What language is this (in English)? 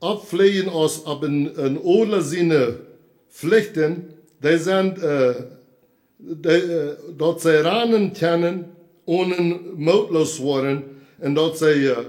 Plautdietsch